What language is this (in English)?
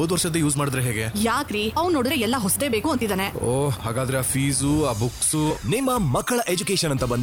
Kannada